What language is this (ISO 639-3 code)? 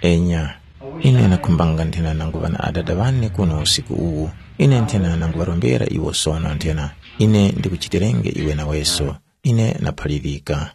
tum